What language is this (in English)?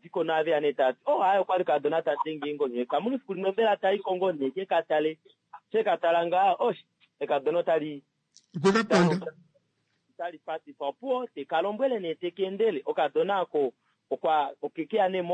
Kuanyama